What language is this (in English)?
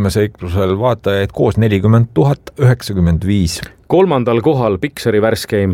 Estonian